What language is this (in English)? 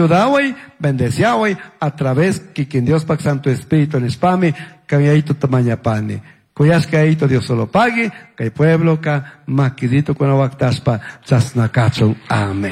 Chimborazo Highland Quichua